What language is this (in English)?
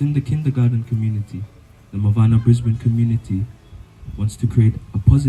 Fijian